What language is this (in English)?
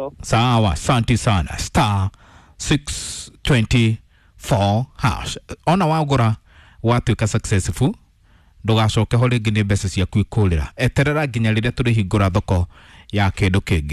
Kikuyu